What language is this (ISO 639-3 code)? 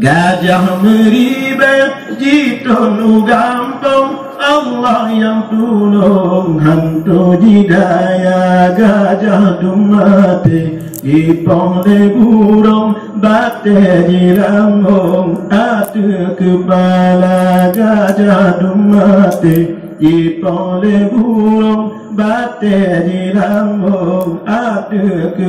ace